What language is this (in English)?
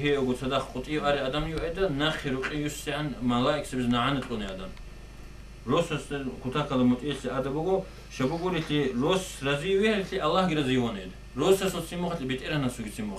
Avaric